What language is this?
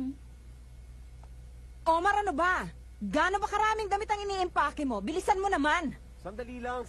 Filipino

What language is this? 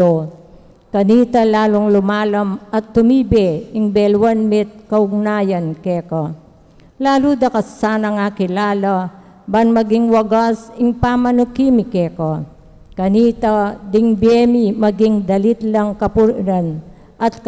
Pampanga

